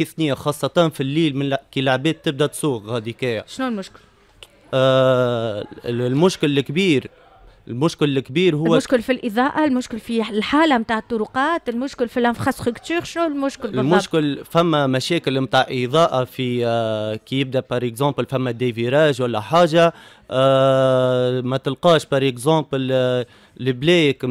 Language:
Tunisian Arabic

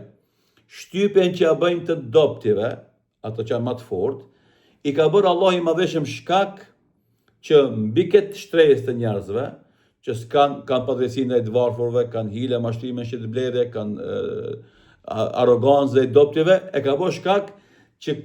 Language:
Albanian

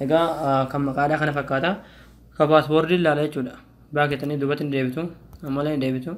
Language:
Oromo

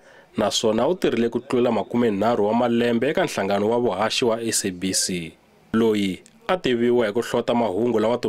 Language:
Tsonga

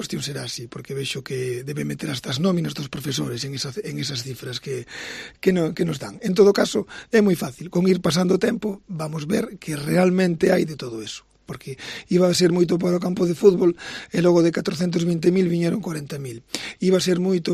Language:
Galician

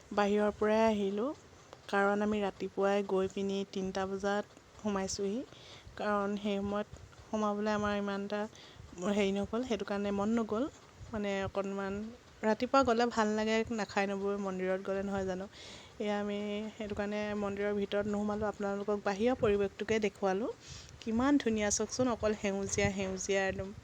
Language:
Assamese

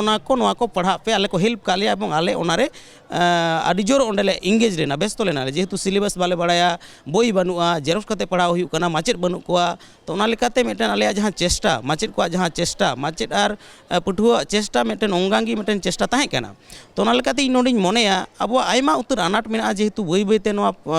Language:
Santali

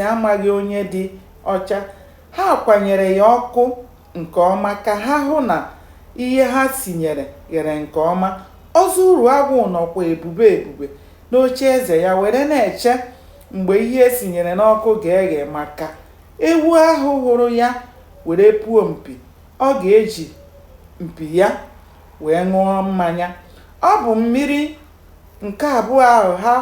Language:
Igbo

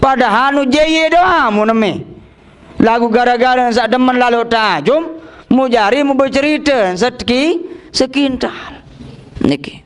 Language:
Sasak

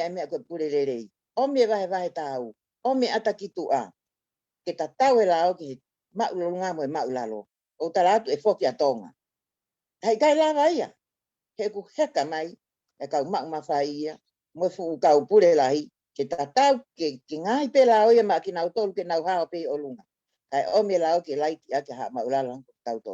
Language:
Tongan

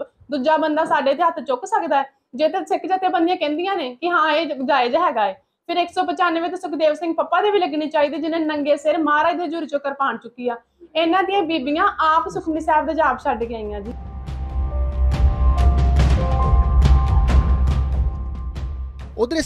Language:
Punjabi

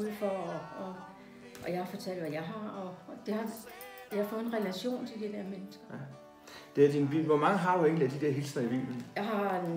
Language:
Danish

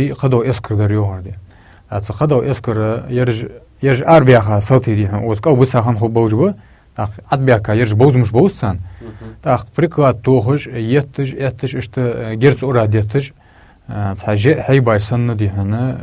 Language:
Ingush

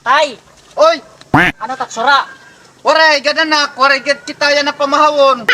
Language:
Waray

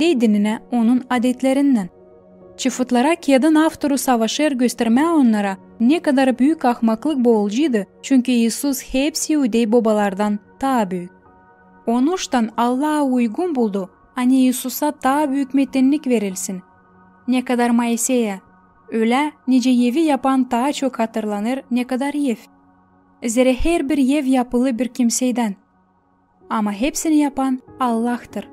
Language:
Gagauz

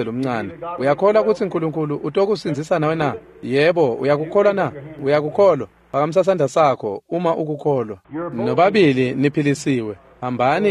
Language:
Swati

